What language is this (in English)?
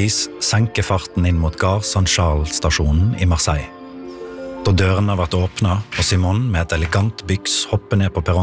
Norwegian